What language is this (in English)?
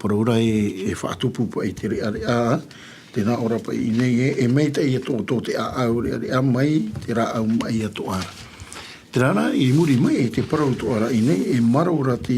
Tahitian